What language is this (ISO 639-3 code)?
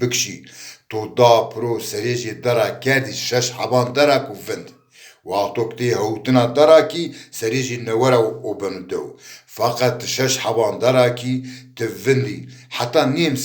zza